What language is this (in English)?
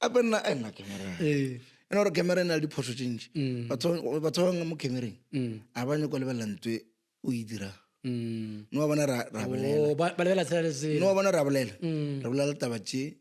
Northern Sotho